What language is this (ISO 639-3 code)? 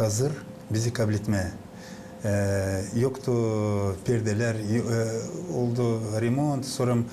gag